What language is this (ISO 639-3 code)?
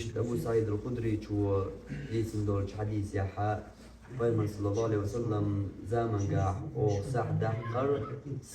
che